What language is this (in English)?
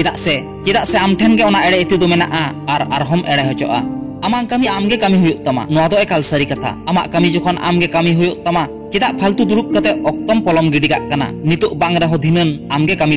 Santali